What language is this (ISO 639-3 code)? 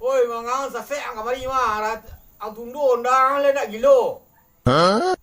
min